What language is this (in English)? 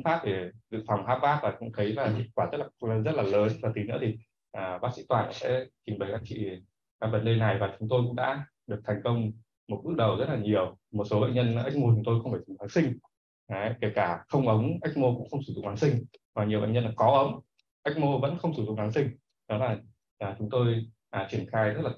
Vietnamese